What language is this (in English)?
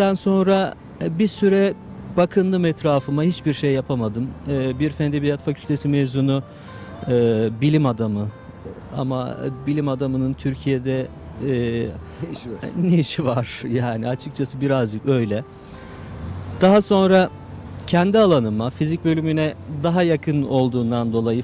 Turkish